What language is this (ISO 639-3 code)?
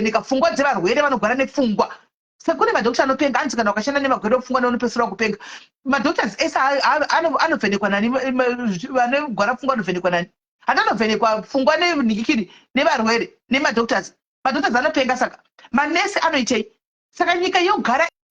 sna